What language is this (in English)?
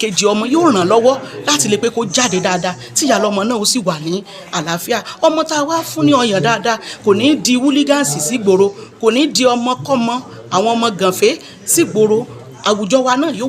Yoruba